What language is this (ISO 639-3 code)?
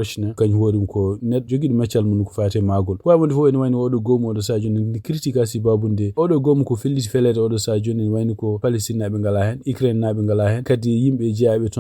ful